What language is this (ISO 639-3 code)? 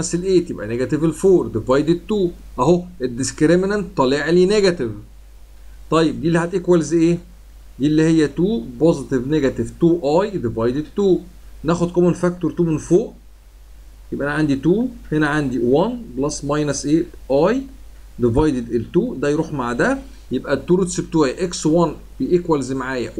arz